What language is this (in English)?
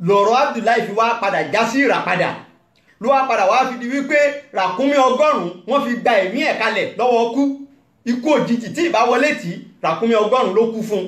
Yoruba